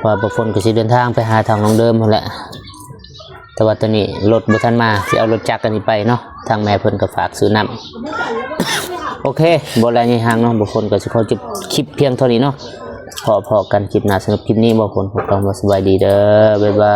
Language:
Lao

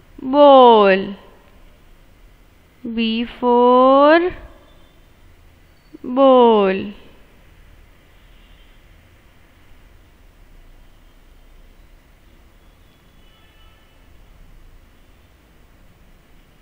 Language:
Gujarati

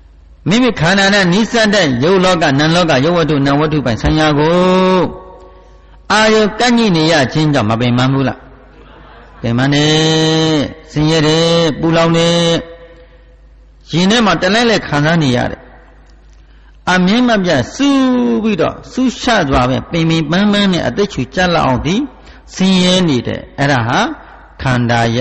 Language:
Burmese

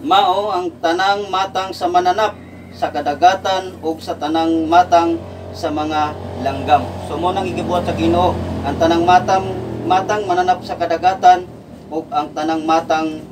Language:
Cebuano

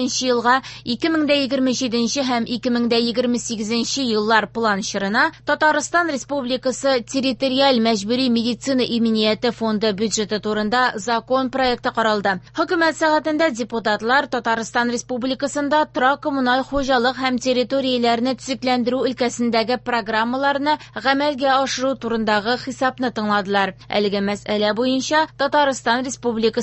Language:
Tatar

